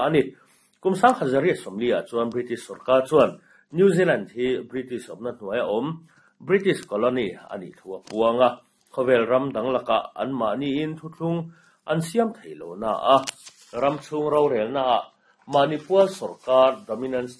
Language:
Mizo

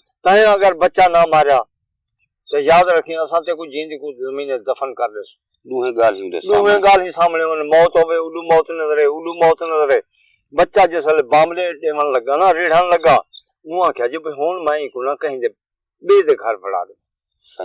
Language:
Saraiki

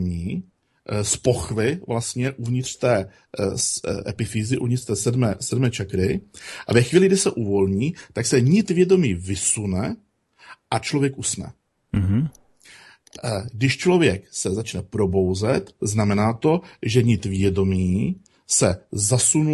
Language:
Czech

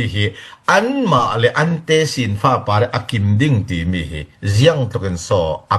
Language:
Falam Chin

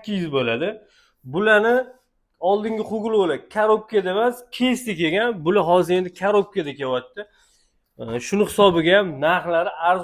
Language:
Uzbek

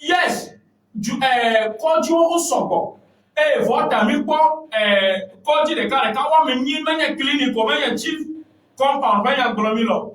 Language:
Ewe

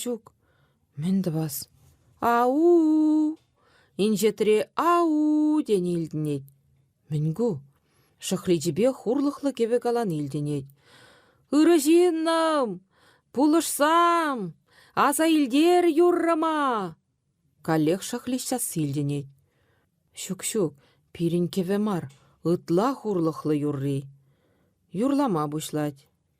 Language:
Chuvash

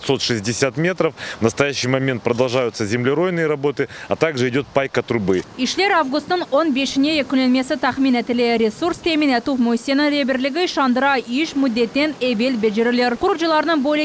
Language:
Crimean Tatar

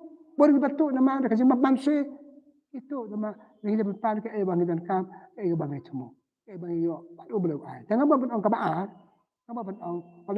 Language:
Khasi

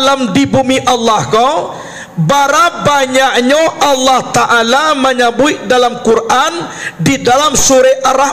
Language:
Minangkabau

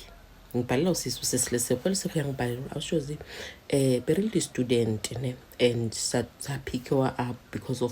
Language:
Zulu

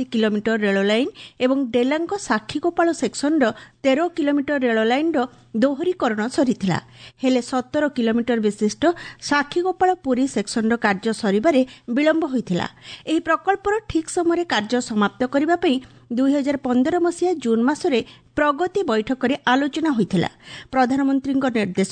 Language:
Odia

